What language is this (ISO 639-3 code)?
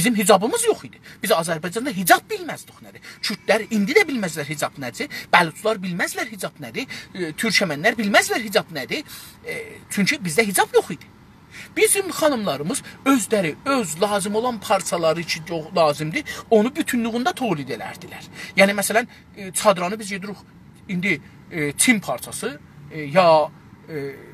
azb